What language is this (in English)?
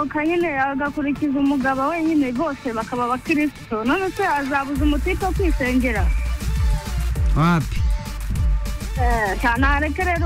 Kinyarwanda